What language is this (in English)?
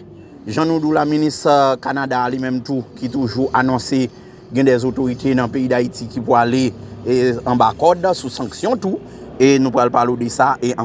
Haitian Creole